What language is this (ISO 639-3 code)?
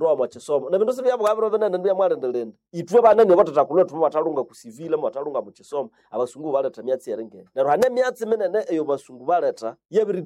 nnb